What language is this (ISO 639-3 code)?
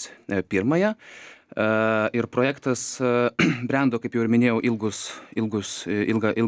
lit